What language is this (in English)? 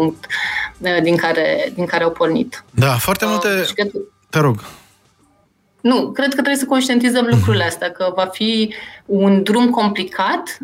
Romanian